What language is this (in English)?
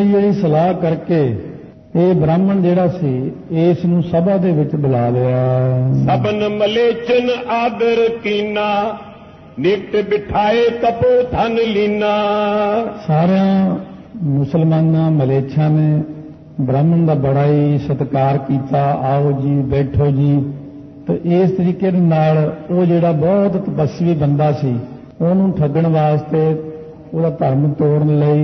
Punjabi